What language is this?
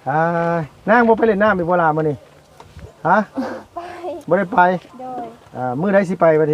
Lao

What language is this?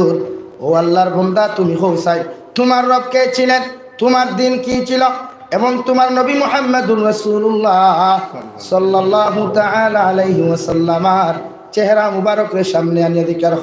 Sylheti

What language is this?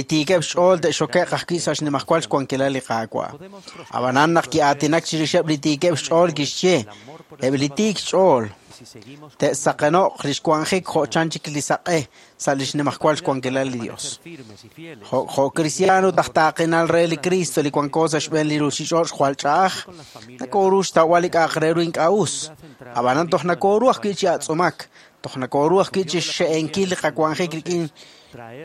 Kekchí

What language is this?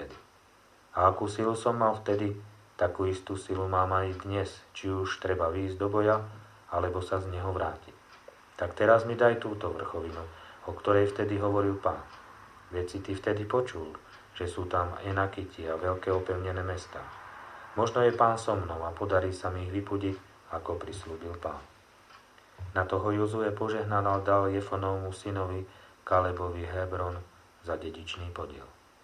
Slovak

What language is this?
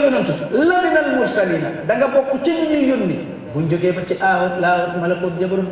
Wolof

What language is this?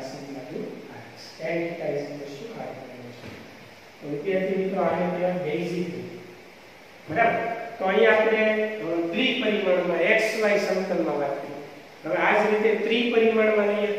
Gujarati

